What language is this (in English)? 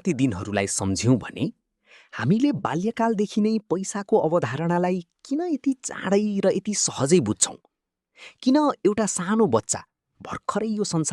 Nepali